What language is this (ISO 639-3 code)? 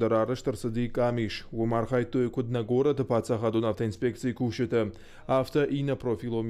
oss